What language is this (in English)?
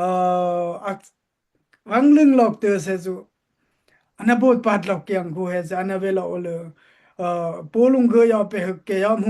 Daai Chin